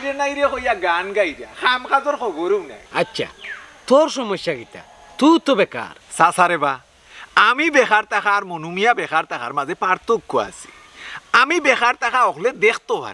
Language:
Sylheti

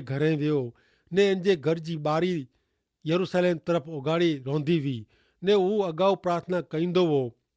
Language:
Kachhi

